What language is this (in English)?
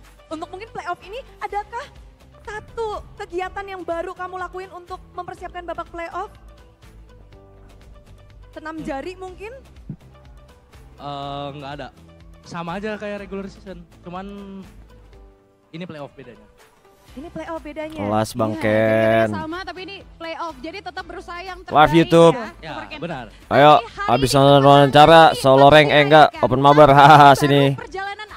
Indonesian